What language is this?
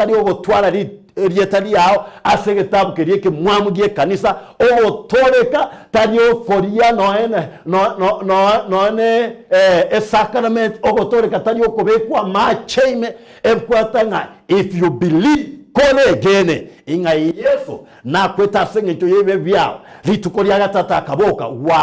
Gusii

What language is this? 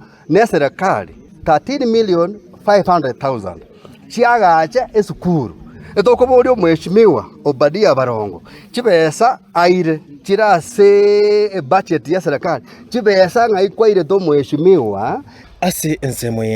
Gusii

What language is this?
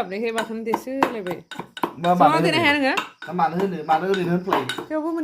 Bodo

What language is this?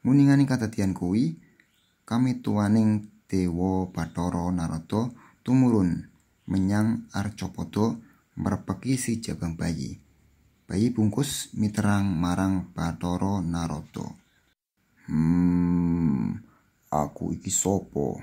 Javanese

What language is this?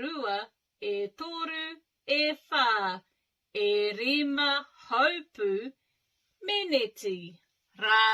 Māori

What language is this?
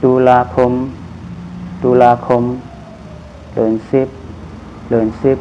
Shan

